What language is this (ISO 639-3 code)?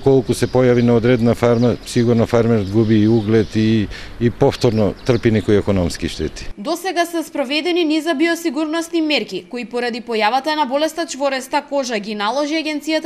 mkd